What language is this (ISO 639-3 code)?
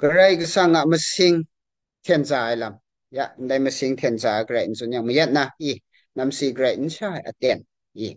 kac